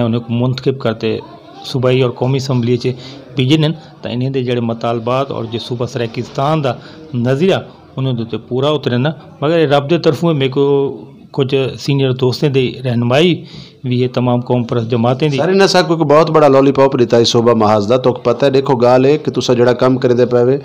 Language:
Saraiki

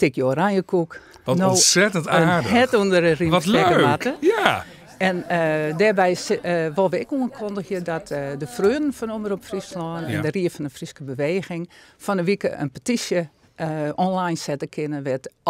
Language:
Western Frisian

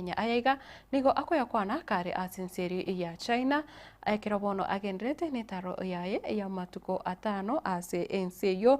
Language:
Gusii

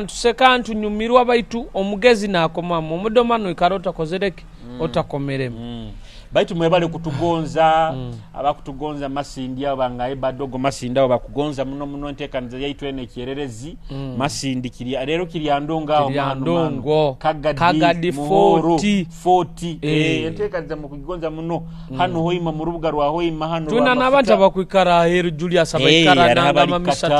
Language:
Nyoro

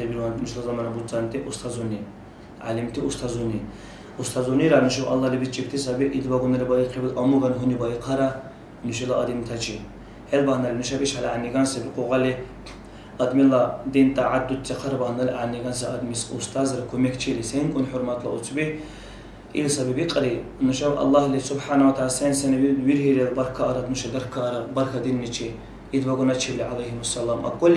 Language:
Dargwa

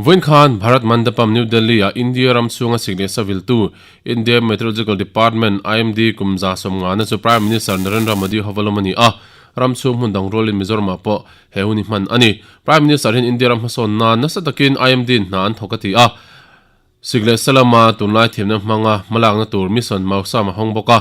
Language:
Mizo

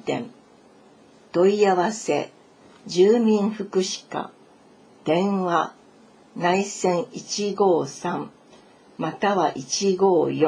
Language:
Japanese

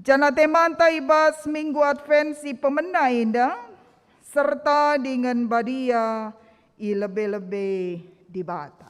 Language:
Batak Karo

